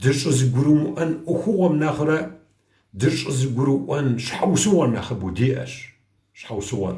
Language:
Kabardian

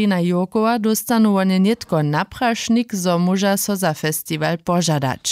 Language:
Upper Sorbian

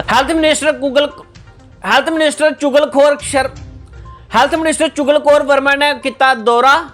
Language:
Dogri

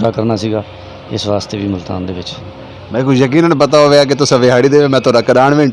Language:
Saraiki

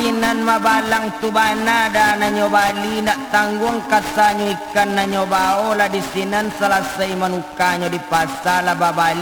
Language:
Minangkabau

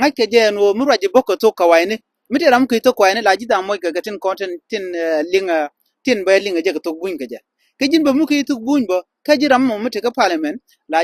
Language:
Nuer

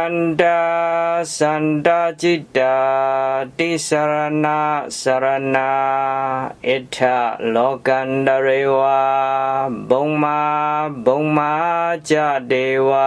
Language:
Pali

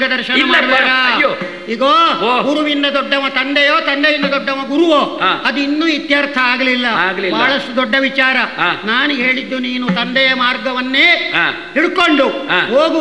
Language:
Kannada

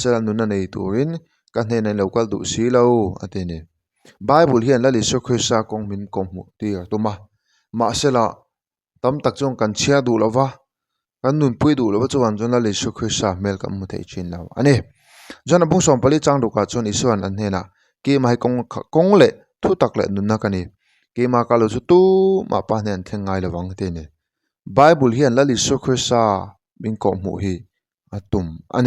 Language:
Mizo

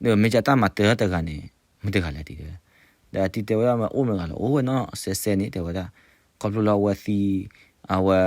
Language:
S'gaw Karen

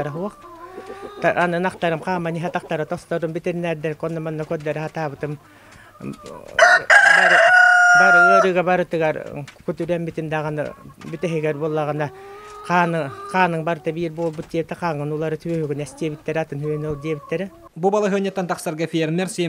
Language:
Yakut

